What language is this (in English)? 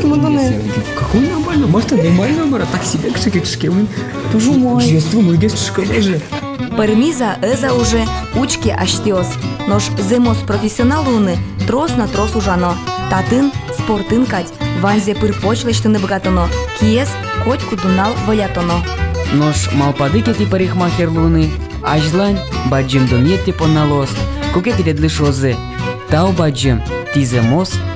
Udmurt